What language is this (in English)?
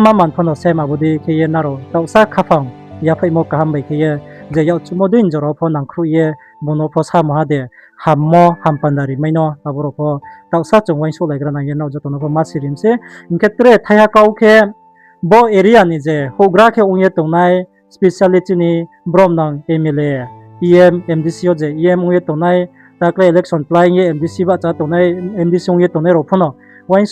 Riang (India)